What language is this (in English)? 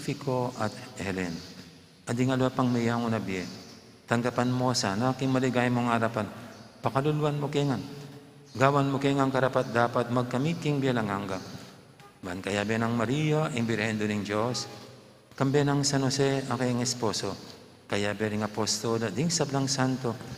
Pampanga